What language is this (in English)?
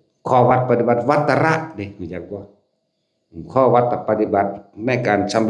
Northeastern Thai